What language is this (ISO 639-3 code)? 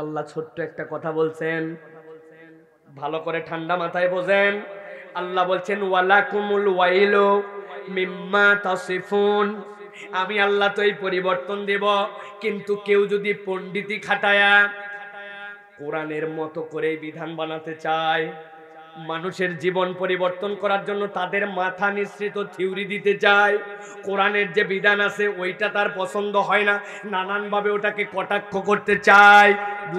ben